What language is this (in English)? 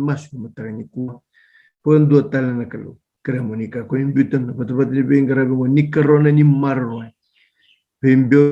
Fijian